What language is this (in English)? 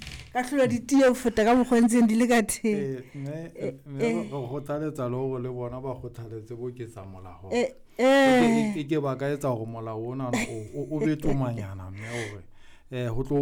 Southern Sotho